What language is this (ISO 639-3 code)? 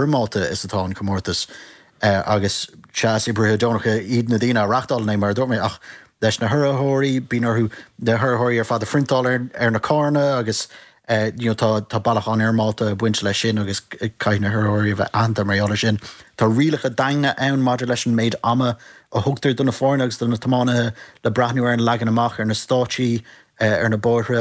gle